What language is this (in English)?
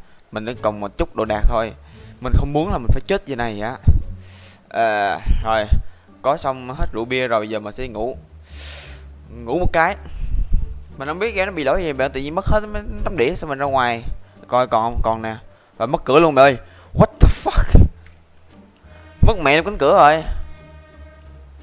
Vietnamese